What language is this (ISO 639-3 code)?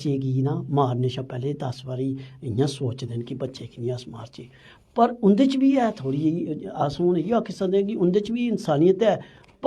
doi